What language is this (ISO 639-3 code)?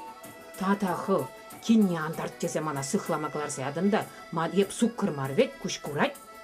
chv